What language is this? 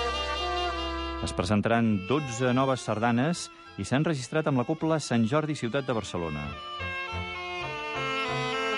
Catalan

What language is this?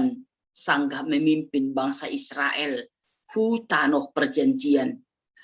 Batak Simalungun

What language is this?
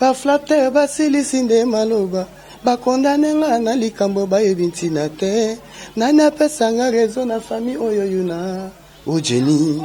Lingala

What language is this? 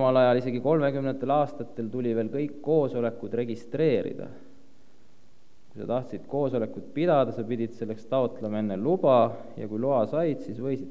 Estonian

